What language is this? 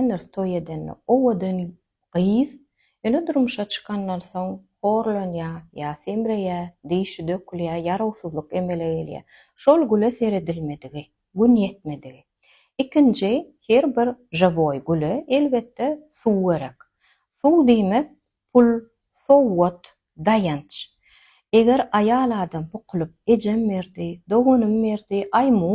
Turkmen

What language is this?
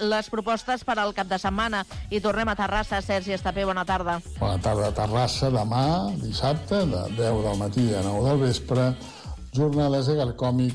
Catalan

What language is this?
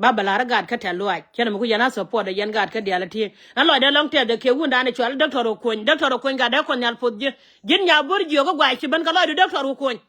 Nuer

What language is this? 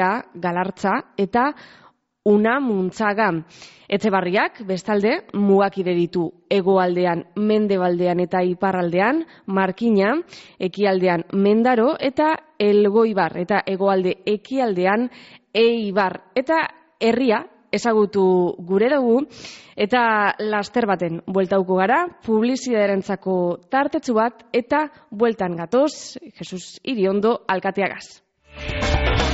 Basque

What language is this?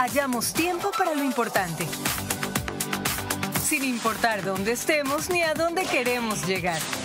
Spanish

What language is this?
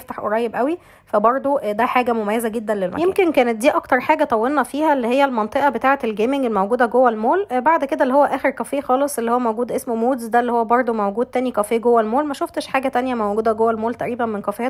Egyptian Arabic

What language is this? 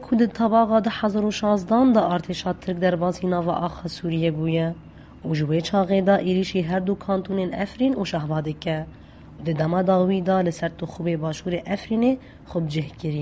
Kurdish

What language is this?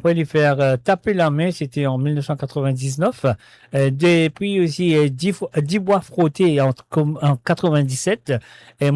Morisyen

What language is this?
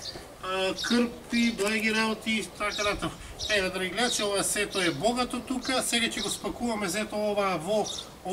Macedonian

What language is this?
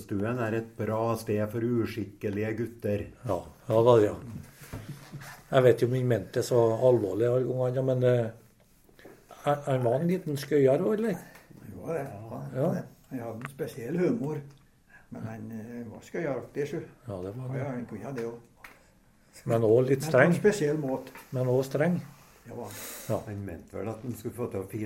Norwegian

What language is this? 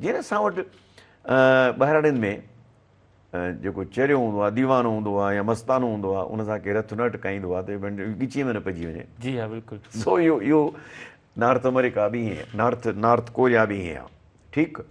Sindhi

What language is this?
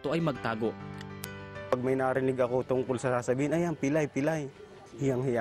Filipino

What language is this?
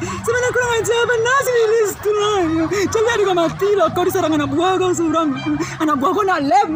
Minangkabau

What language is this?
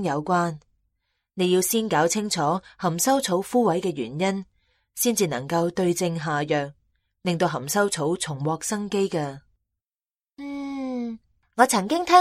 Cantonese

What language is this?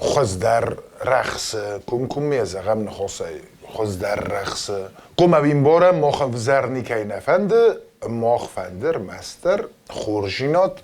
Ossetic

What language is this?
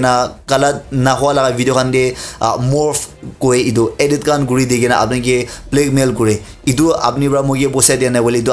Naga Pidgin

